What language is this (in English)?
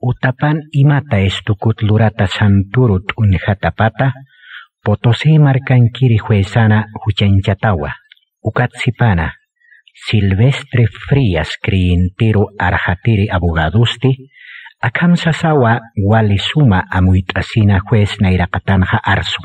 Aymara